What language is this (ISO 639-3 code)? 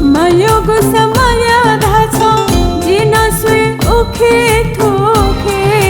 new